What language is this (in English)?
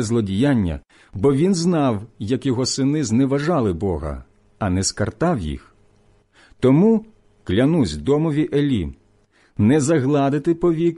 Ukrainian